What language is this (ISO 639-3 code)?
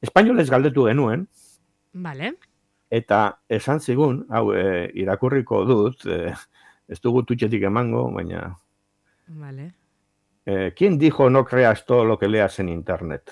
eus